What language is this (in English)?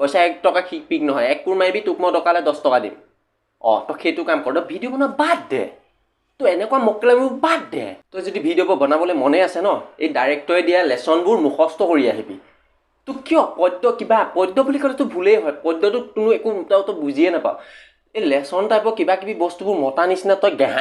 Assamese